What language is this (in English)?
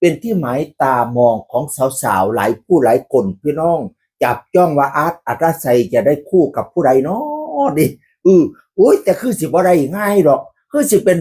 Northeastern Thai